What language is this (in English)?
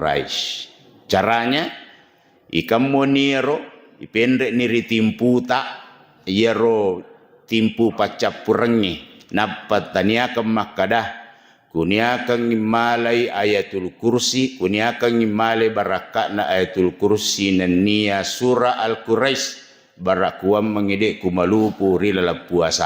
Buginese